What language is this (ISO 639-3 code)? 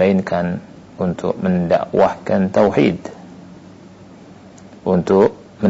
ind